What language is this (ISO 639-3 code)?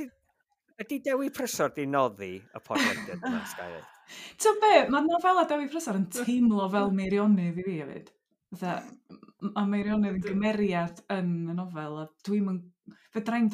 cym